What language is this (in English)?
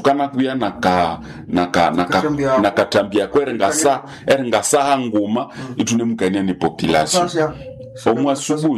Nande